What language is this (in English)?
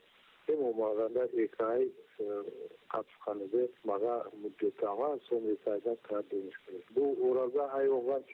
Crimean Tatar